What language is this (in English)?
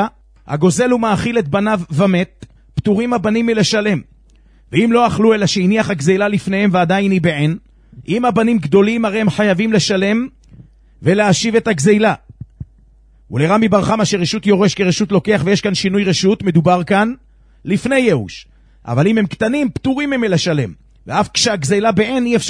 Hebrew